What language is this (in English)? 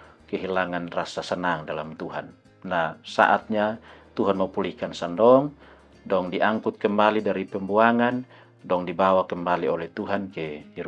Kupang Malay